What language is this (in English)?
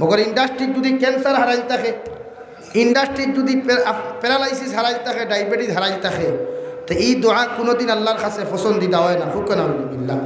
Sylheti